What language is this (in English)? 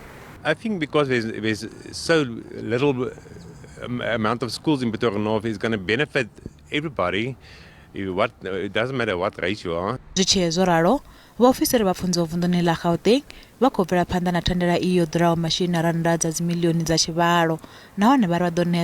Venda